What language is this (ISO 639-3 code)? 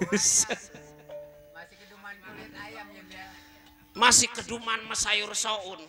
bew